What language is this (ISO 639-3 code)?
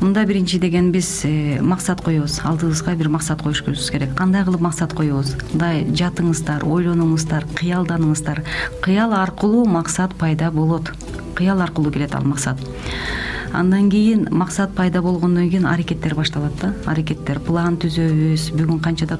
kir